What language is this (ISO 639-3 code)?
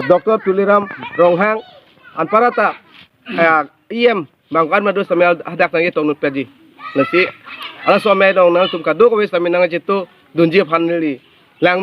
mjw